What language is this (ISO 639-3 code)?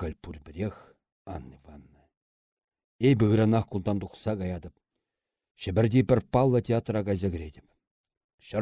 chv